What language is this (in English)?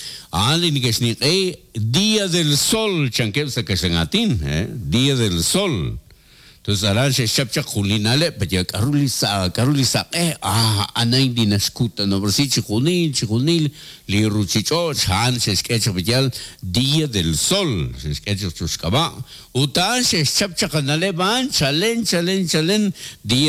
Kekchí